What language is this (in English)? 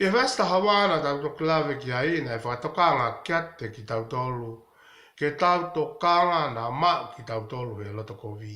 Tongan